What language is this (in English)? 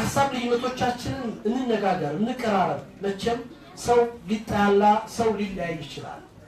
Amharic